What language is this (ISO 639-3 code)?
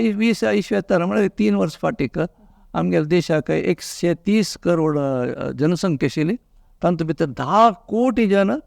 kok